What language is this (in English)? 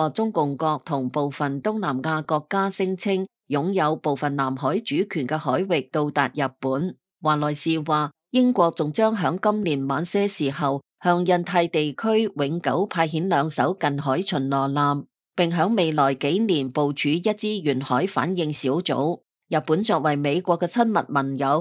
Cantonese